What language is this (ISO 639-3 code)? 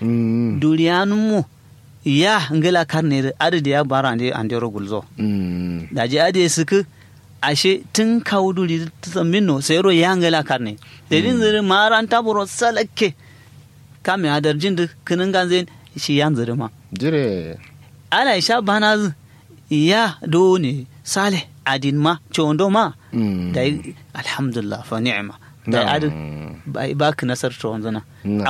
kau